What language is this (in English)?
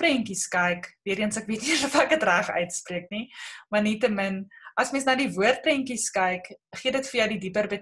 Afrikaans